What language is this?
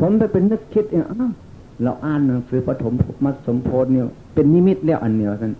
Northeastern Thai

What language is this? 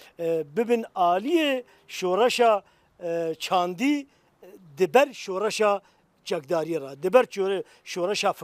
Kurdish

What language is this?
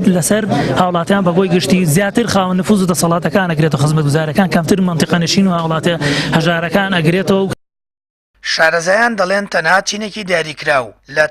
Central Kurdish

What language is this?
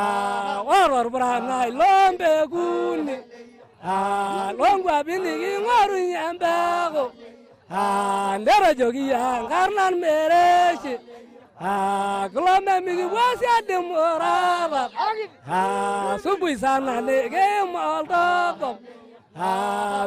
Masai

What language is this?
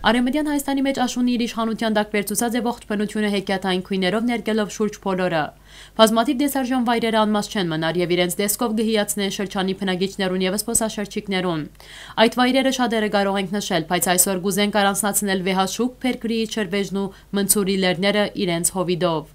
Western Armenian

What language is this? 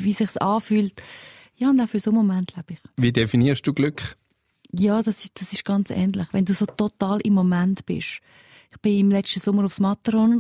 Swiss German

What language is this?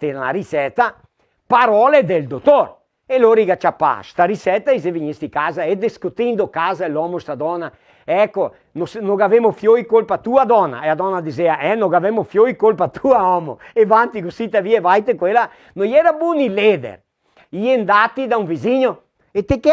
Venetian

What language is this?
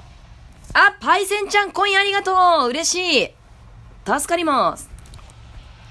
Japanese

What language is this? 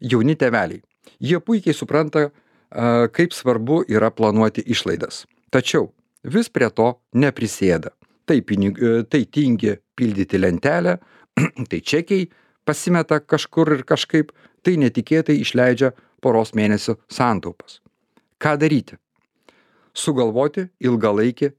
Lithuanian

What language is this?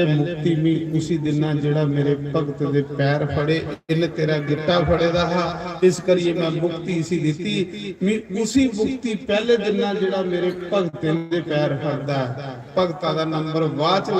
Dogri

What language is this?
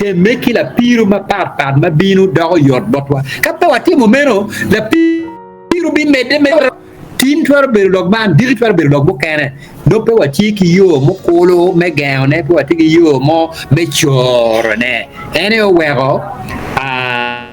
Acoli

